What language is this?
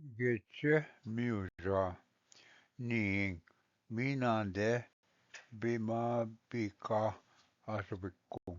Ojibwa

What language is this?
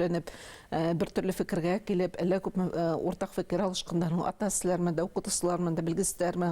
Bashkir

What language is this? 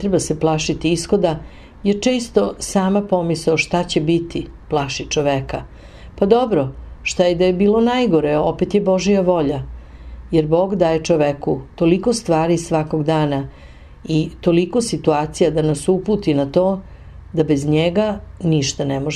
Serbian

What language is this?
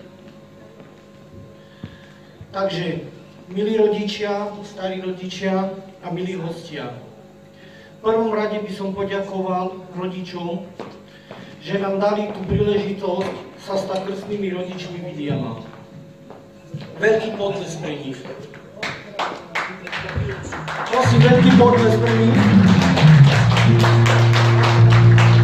Slovak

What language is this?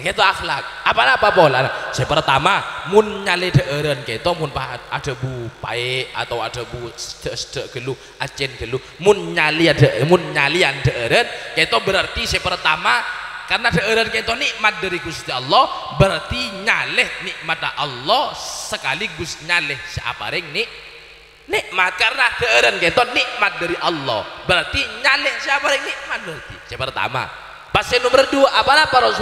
Madurese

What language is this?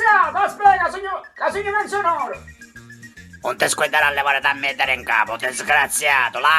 Sicilian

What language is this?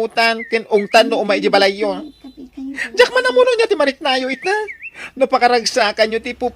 Iloko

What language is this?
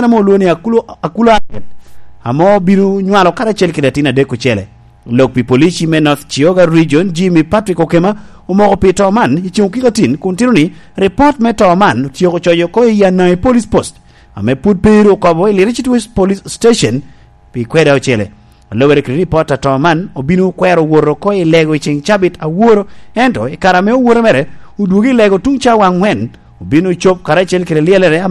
Lango (Uganda)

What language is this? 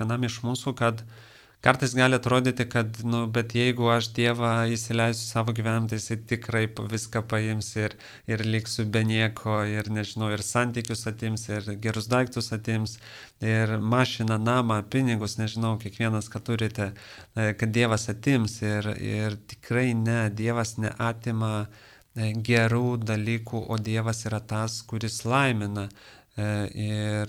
Lithuanian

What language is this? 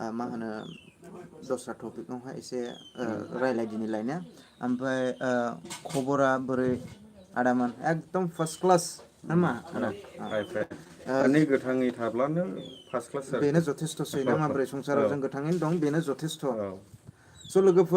Bodo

